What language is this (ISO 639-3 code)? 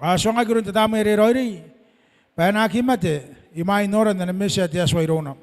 gil